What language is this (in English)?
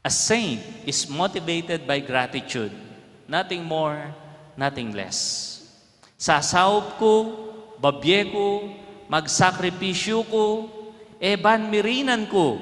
Pampanga